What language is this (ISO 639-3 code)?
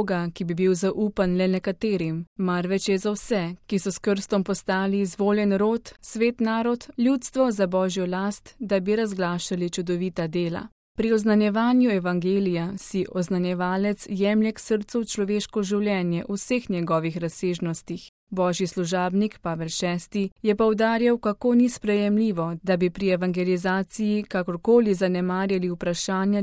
slv